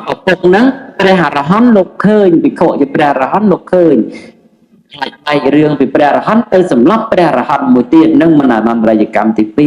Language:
Khmer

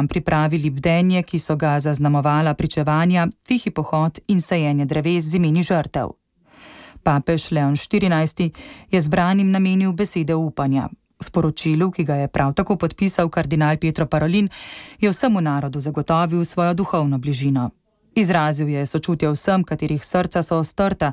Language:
Slovenian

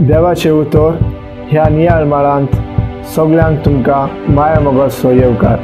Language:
Konkani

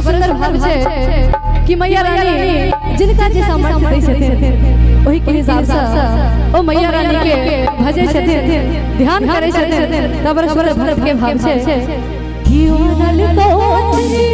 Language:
Maithili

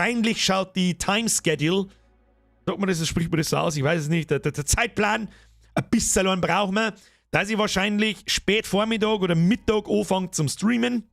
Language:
Bavarian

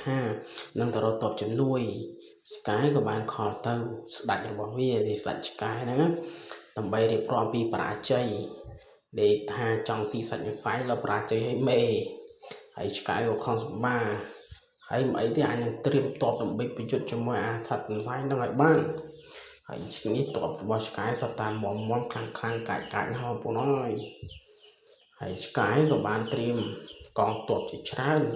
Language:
Khmer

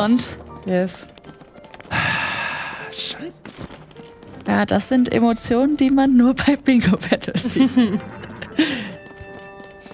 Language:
German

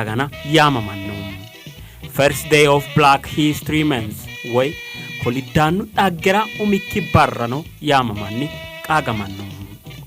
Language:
Sidamo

